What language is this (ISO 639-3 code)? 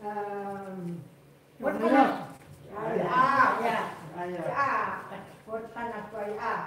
ckt